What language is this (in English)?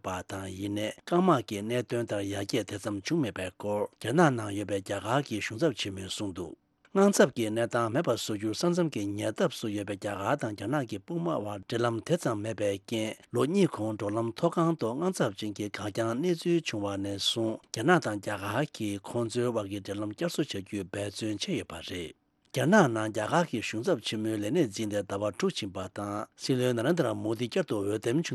Tibetan